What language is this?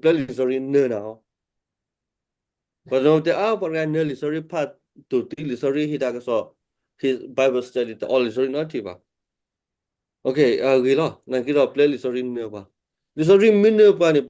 S'gaw Karen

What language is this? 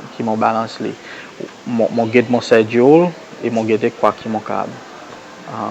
Seselwa Creole French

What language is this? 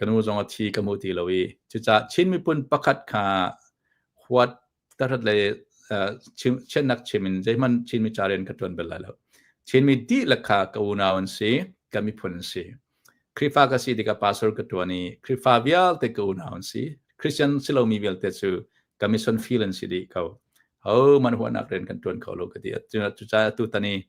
Hakha Chin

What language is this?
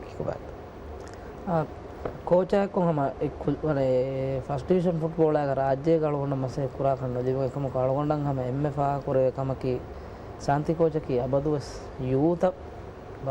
Divehi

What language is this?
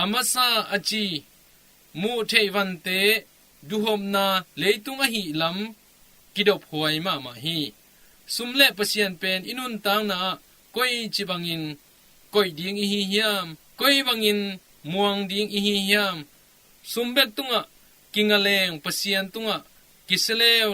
Tedim Chin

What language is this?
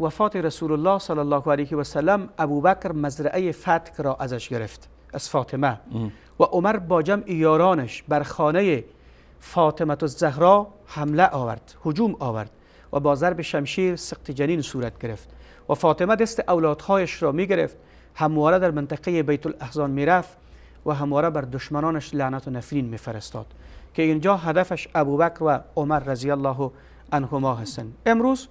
Persian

